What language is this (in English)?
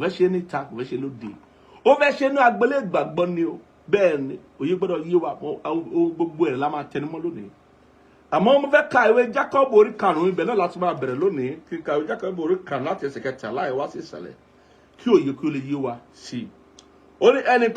Yoruba